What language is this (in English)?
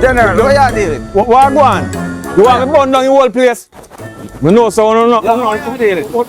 Jamaican Creole English